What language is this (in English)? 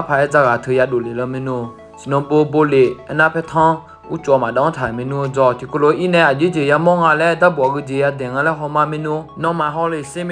Akha